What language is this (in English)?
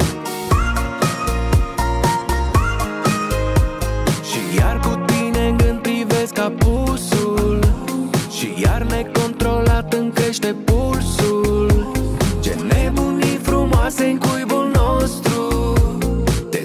Romanian